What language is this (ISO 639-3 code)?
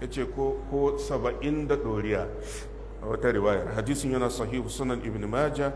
hau